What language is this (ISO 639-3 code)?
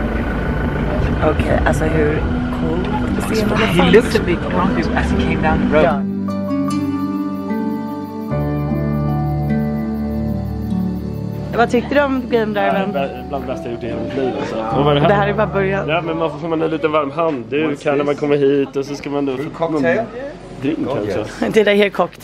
swe